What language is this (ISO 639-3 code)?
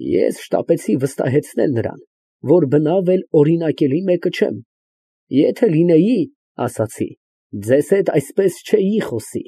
hye